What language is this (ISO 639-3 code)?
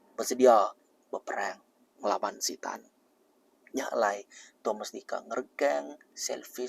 iba